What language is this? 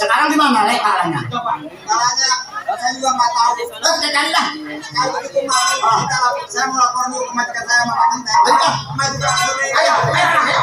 Betawi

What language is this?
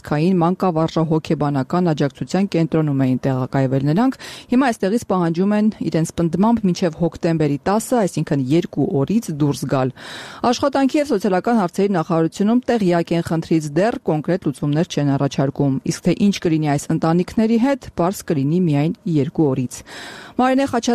Armenian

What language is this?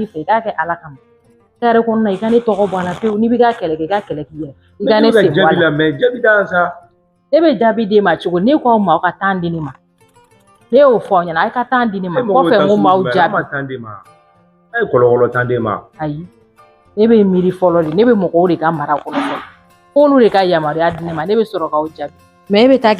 Bambara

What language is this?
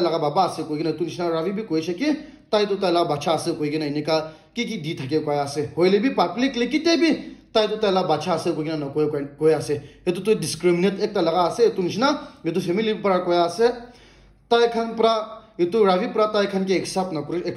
Naga Pidgin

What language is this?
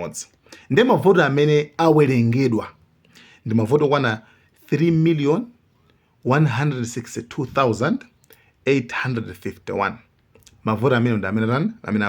Nyanja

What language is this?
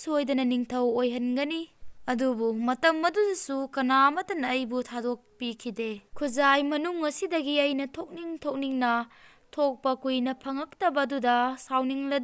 Manipuri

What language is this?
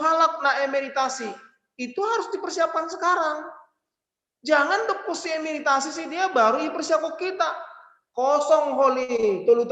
Batak Simalungun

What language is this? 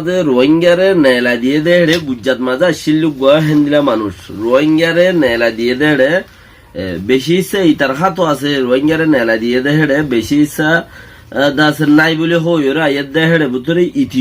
Rohingya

